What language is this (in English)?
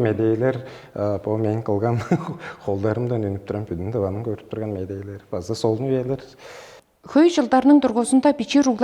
Tuvinian